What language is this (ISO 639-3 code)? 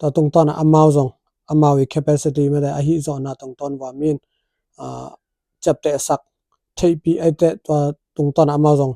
ctd